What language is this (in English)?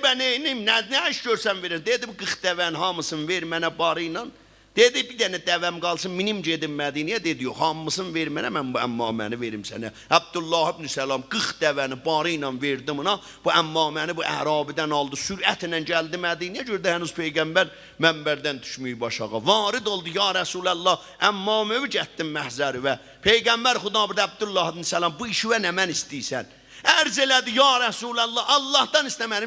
South Azerbaijani